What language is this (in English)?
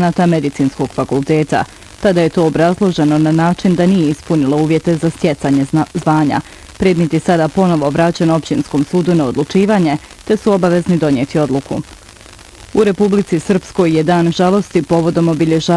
Bosnian